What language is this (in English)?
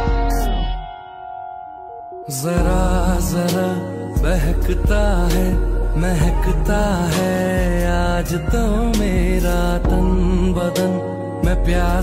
Hindi